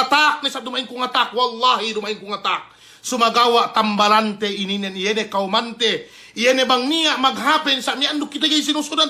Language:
Yakan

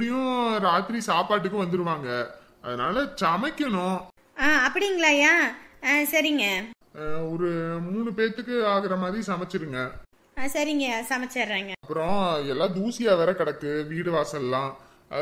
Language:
Tamil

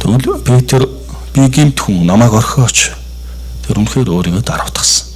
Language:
Mongolian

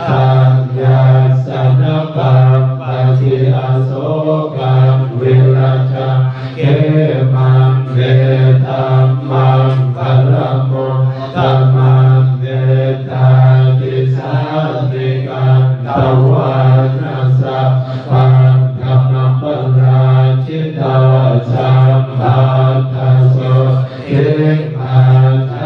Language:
Pali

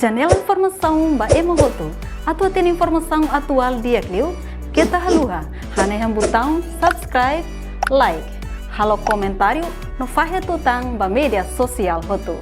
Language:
Tetum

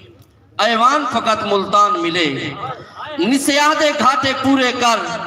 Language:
Saraiki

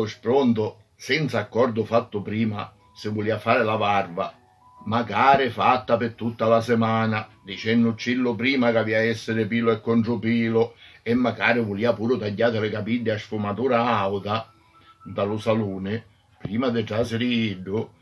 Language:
Sicilian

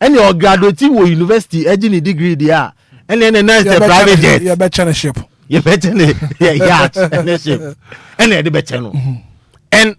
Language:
Akan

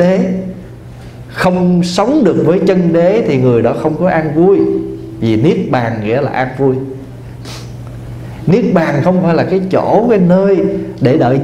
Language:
Vietnamese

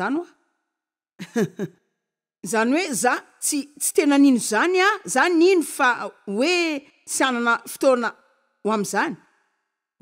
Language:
Malagasy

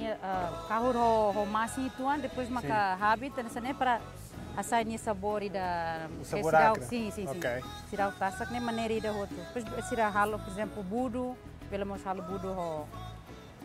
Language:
Tetum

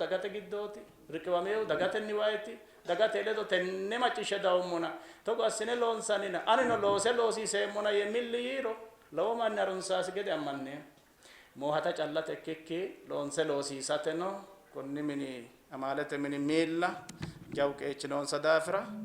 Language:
Sidamo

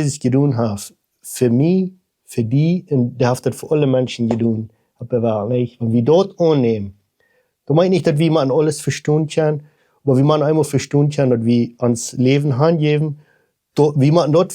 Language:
Plautdietsch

